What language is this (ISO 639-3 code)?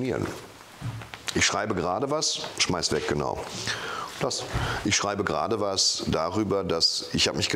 deu